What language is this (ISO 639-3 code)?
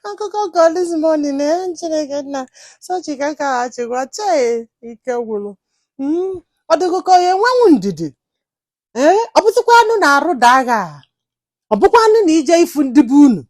ibo